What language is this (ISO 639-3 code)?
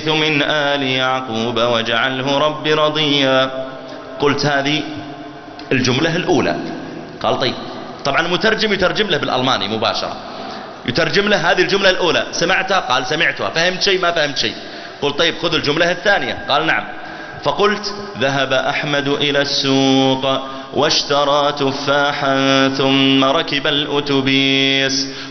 ara